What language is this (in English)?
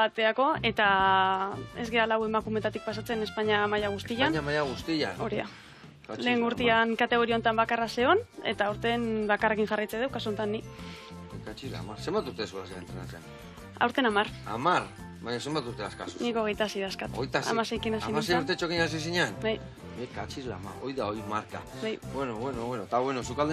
Basque